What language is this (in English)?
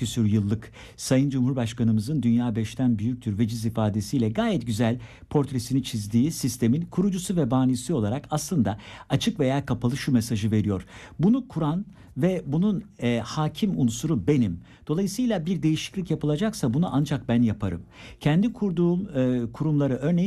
Turkish